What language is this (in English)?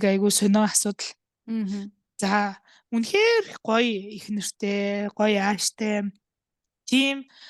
Mongolian